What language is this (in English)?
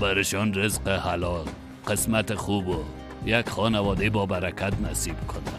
Persian